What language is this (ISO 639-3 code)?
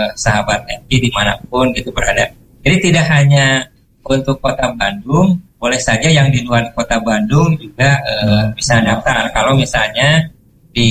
ind